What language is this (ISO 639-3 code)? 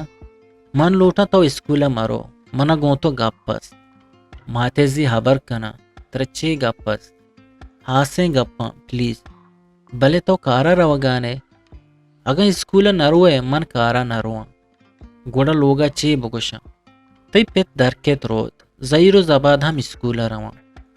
bgp